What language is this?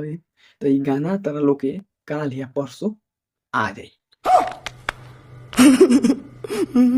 Bhojpuri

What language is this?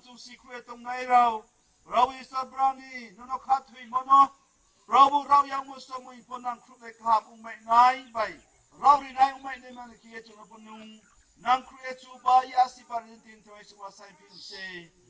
Riang (India)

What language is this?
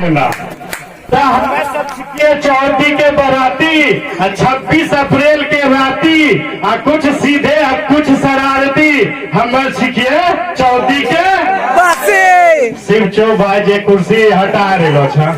Angika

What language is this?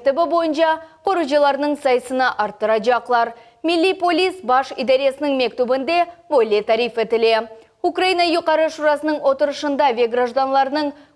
Crimean Tatar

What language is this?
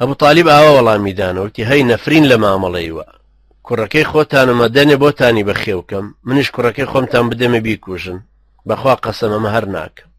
Central Kurdish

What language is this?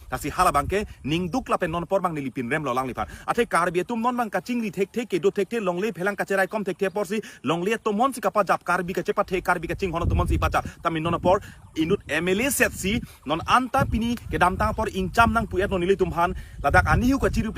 Karbi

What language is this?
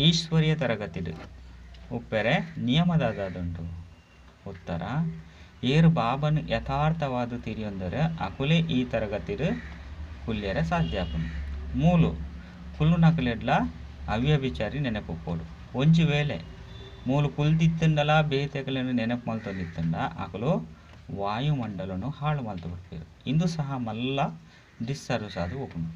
Tulu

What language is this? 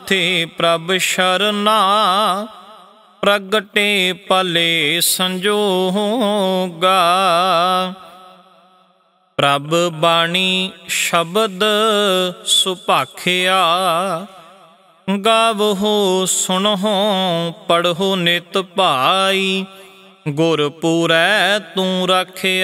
Punjabi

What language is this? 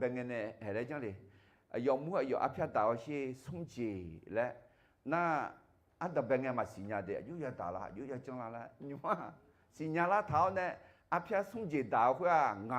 Akha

